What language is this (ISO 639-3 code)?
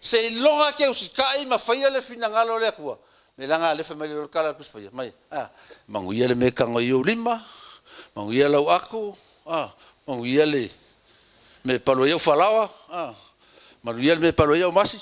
smo